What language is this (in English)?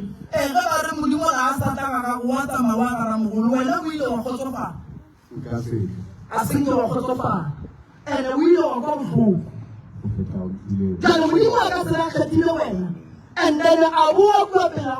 Northern Sotho